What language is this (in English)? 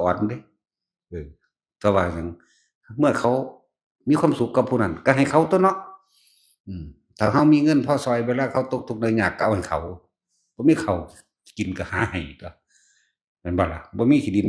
Northeastern Thai